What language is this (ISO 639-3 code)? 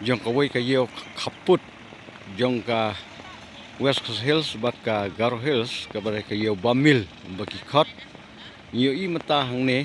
kha